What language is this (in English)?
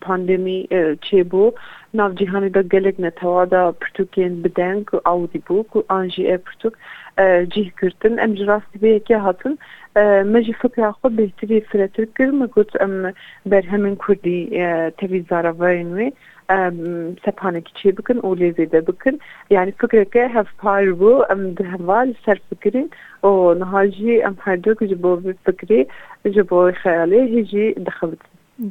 Kurdish